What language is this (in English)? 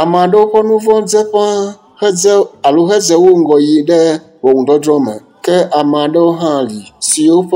Ewe